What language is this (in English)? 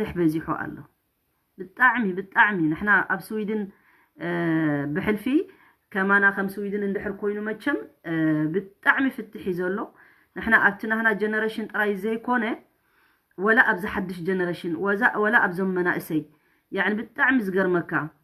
Tigrinya